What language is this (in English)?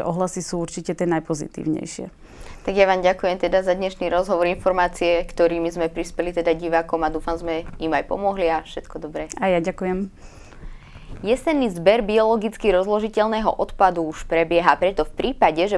Slovak